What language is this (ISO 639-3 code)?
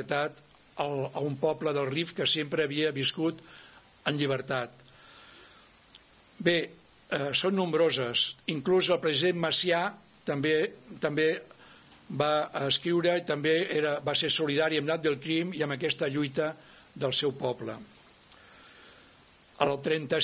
cat